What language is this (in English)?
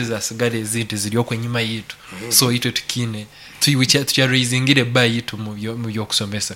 Nyankole